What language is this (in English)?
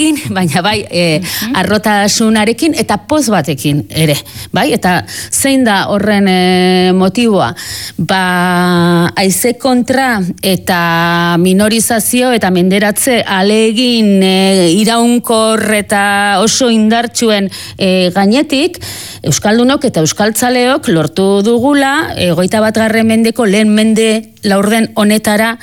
Basque